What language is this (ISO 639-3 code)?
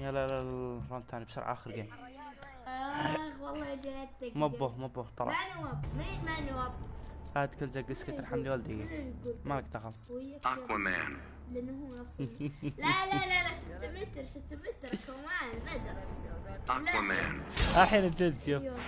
afb